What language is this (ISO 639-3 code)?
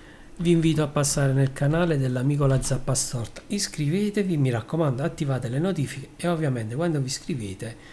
ita